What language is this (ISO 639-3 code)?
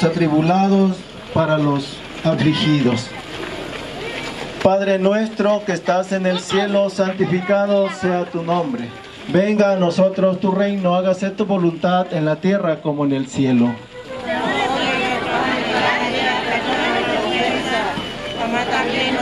spa